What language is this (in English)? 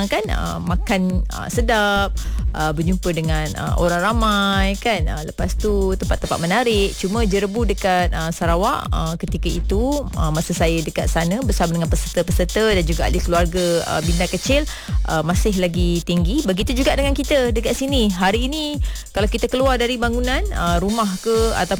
Malay